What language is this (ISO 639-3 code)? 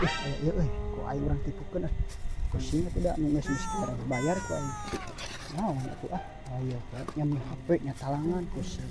sun